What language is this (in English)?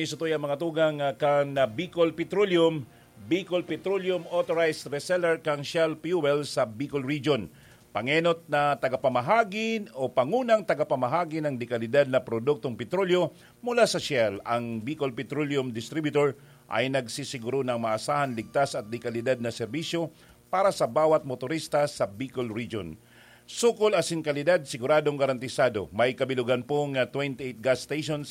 Bikol